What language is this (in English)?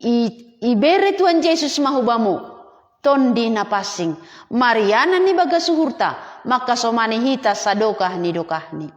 Batak Simalungun